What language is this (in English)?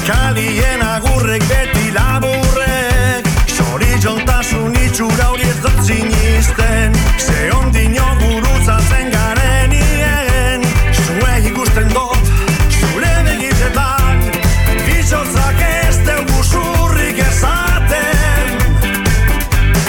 Basque